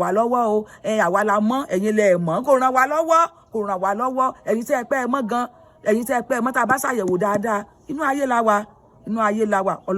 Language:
Yoruba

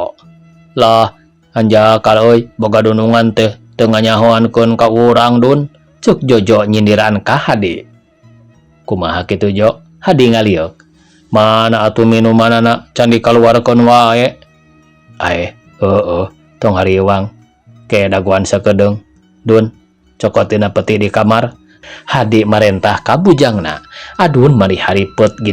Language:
Sundanese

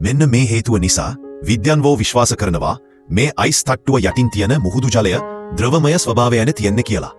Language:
Sinhala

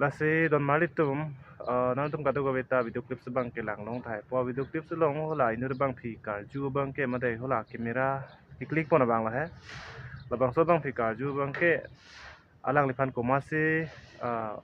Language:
Karbi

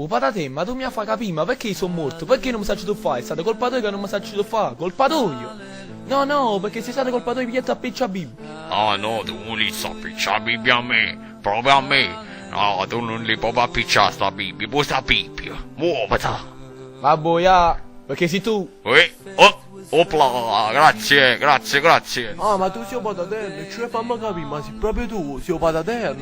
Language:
Neapolitan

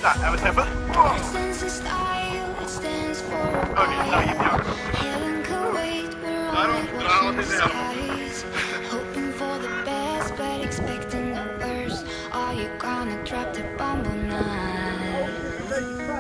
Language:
Dutch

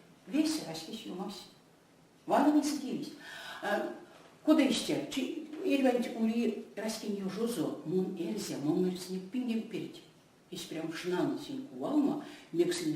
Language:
Erzya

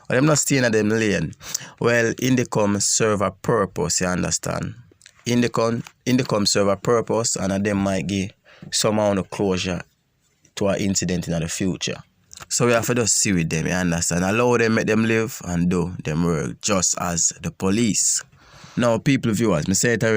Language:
Jamaican Creole English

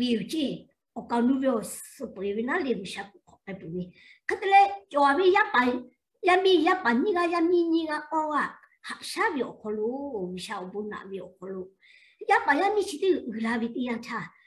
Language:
Lahu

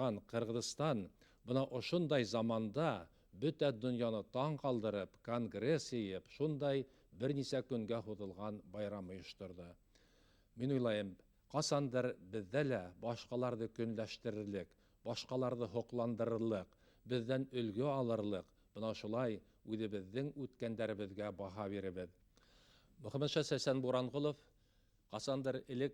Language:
Bashkir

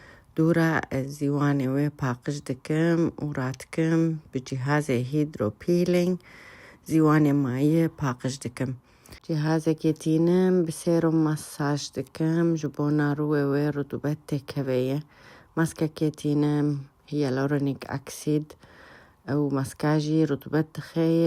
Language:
Kurdish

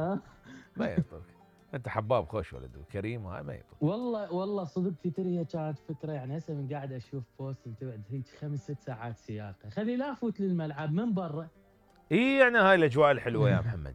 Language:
Mesopotamian Arabic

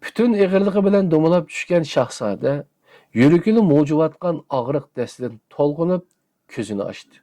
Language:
Uyghur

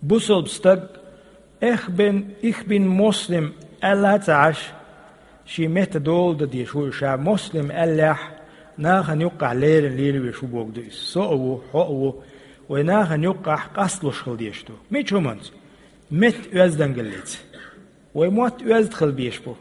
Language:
Chechen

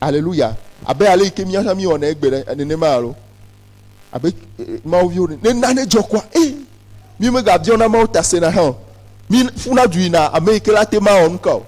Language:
Ewe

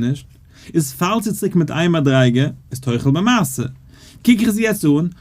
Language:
Yiddish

